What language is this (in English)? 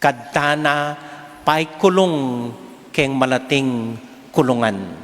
Pampanga